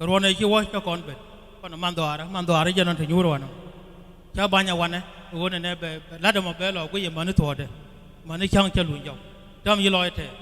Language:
Nuer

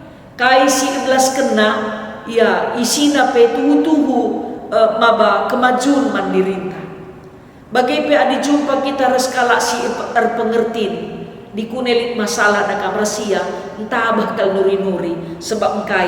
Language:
Batak Karo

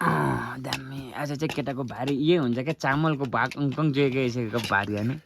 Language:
Nepali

